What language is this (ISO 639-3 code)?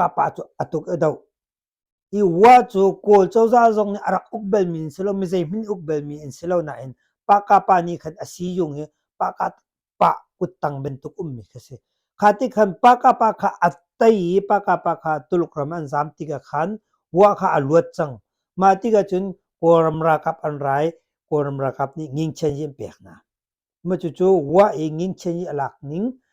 cnh